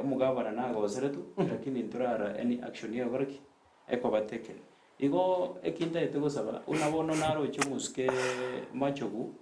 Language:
Gusii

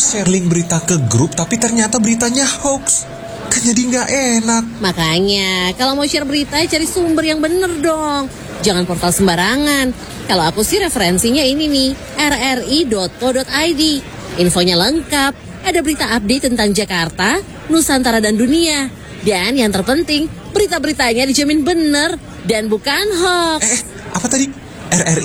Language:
Indonesian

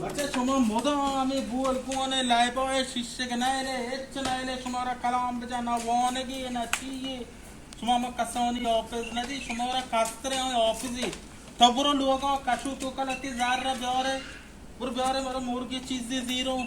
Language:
Baluchi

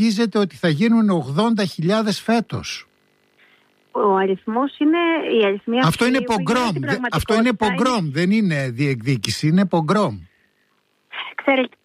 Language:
Greek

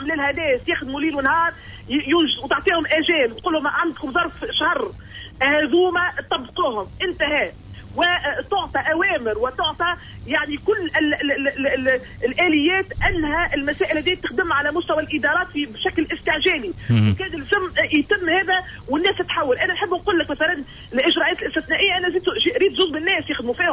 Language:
Tunisian Arabic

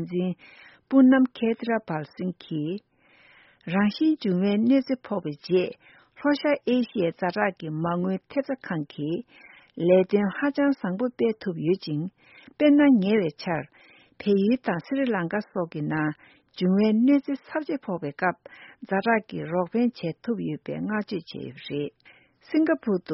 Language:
Tibetan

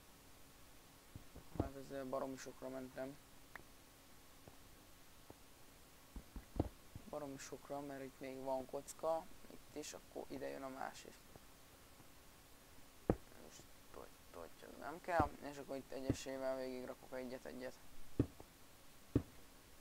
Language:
Hungarian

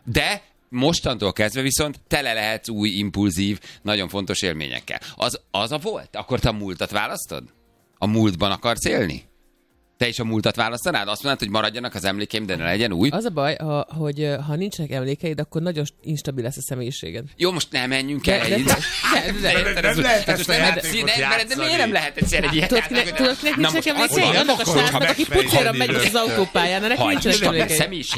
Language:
Hungarian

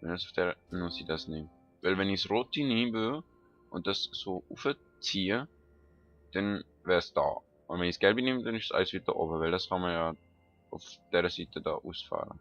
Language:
Swiss German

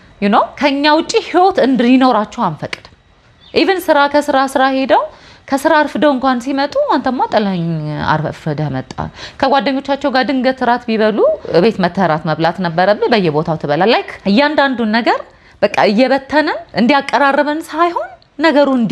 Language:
Amharic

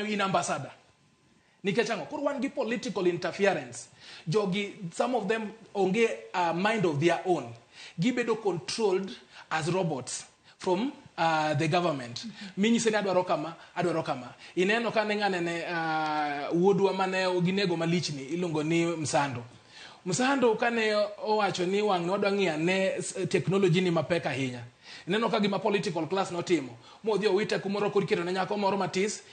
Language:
Luo (Kenya and Tanzania)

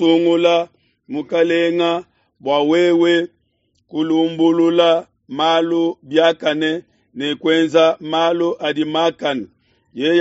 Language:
Luba-Lulua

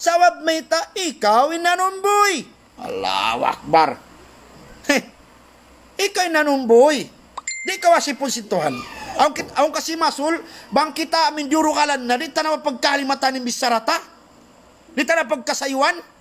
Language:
Tausug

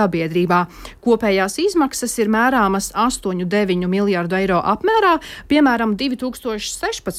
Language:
Latvian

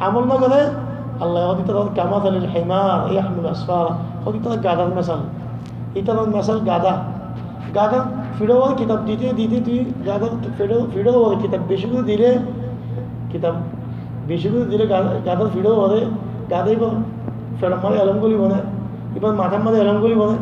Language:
Rohingya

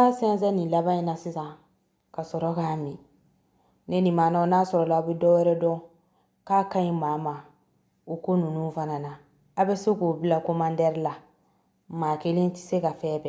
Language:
Bambara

